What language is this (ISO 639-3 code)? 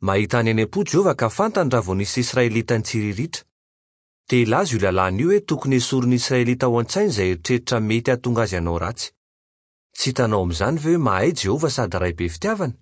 mlg